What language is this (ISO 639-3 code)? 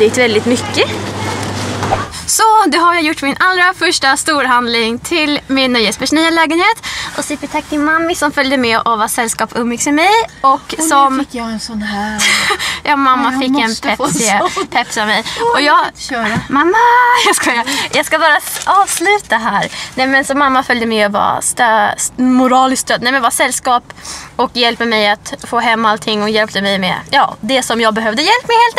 swe